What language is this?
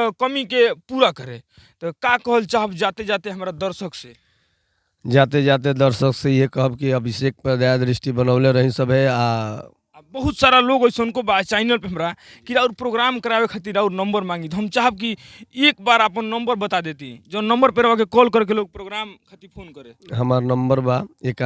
Bhojpuri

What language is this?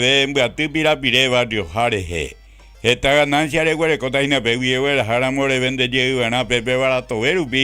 Guarani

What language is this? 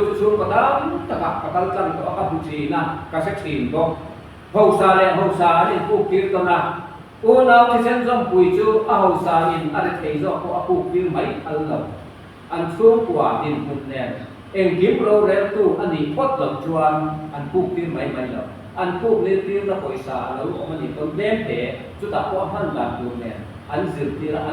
Mizo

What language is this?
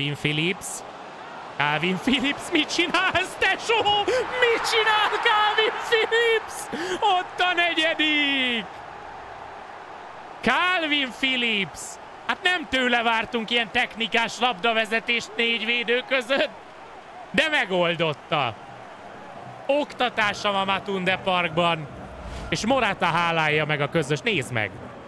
Hungarian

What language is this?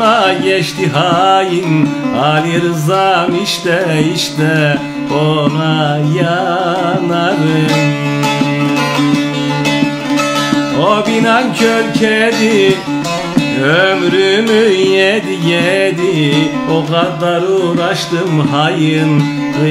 Turkish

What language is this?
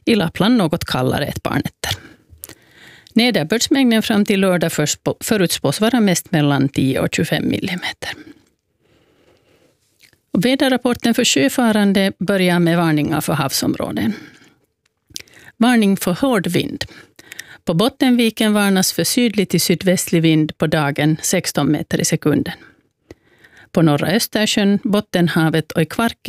Swedish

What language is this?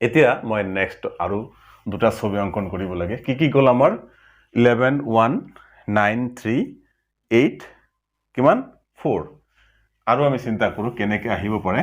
Assamese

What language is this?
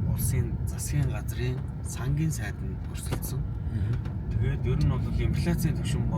Mongolian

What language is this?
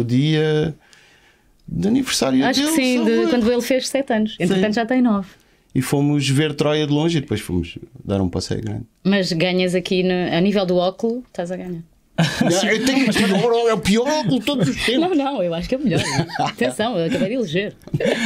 Portuguese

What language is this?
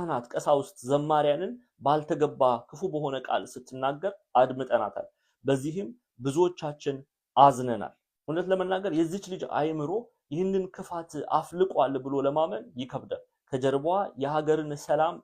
Amharic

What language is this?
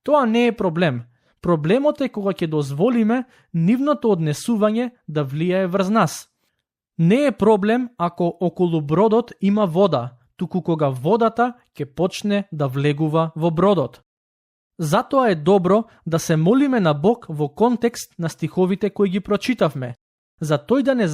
Macedonian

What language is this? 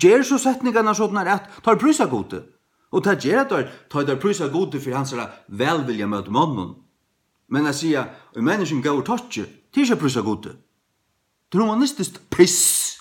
Faroese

